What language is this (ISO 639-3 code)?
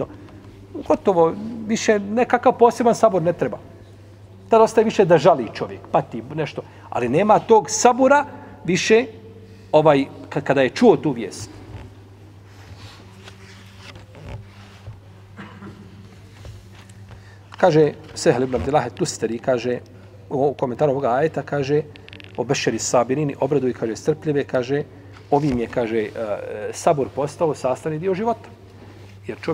bos